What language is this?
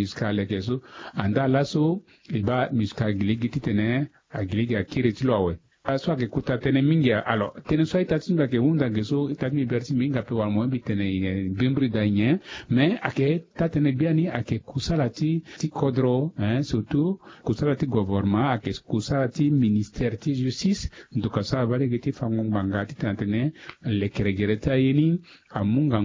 Sango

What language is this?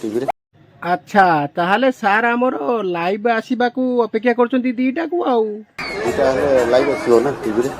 Odia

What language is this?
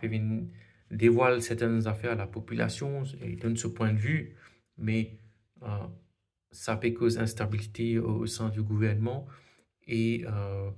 Morisyen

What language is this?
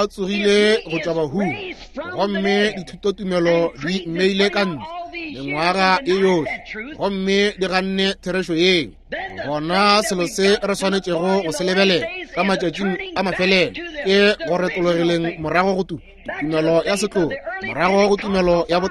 Northern Sotho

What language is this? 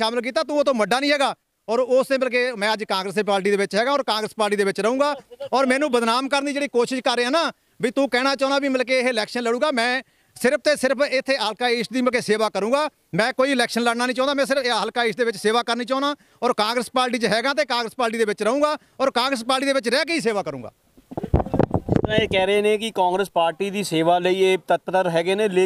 Punjabi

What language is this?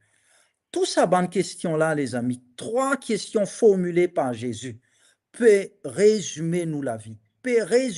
Morisyen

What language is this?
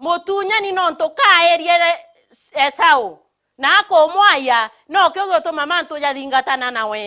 Meru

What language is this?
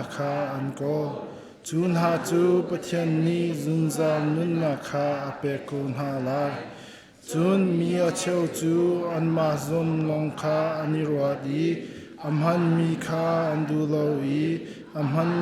Hakha Chin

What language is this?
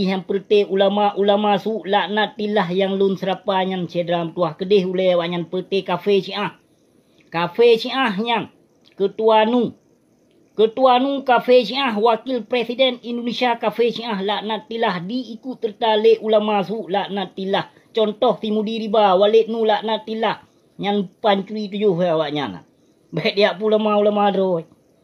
Achinese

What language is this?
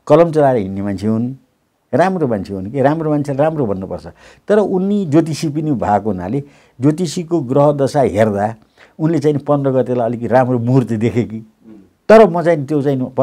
Nepali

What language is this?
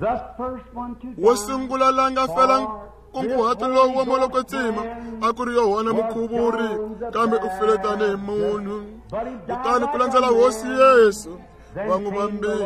Tsonga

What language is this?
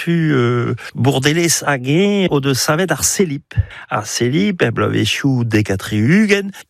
Breton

